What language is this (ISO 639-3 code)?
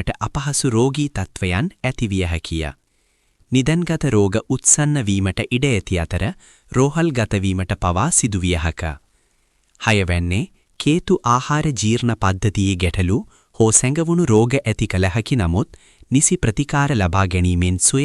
sin